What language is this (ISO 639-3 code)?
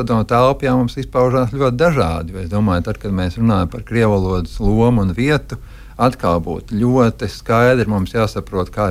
lav